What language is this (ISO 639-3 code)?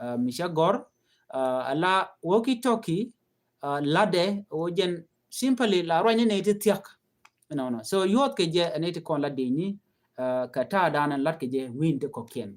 nus